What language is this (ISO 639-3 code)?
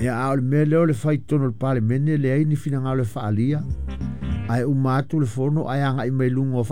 smo